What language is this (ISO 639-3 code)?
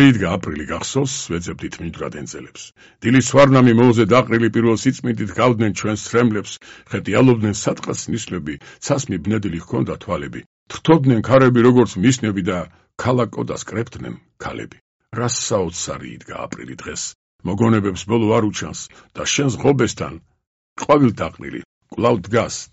kat